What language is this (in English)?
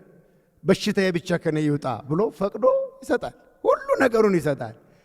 Amharic